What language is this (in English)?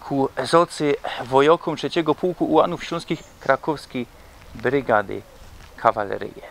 Silesian